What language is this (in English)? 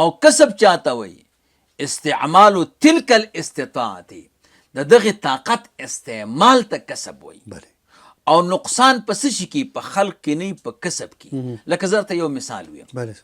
Pashto